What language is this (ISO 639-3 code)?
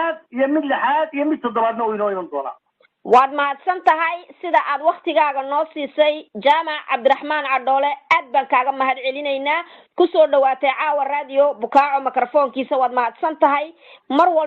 som